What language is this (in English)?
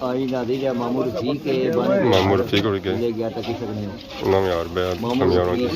Pahari-Potwari